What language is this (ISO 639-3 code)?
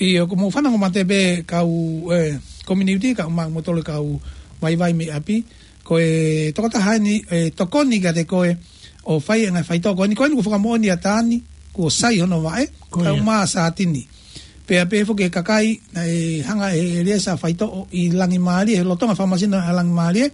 ton